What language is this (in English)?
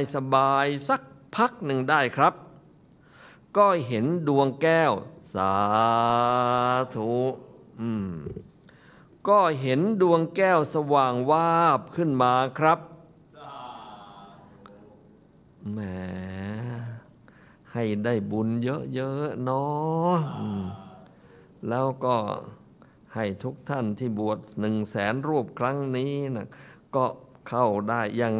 Thai